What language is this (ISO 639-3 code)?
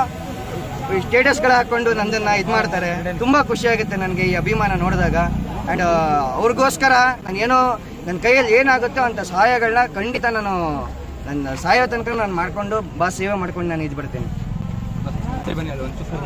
kan